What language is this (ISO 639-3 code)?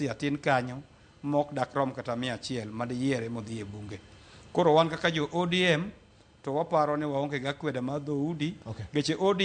luo